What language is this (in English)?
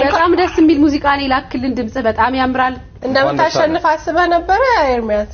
Amharic